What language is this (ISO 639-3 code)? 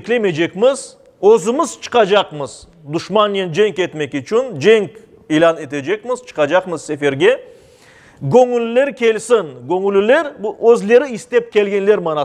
crh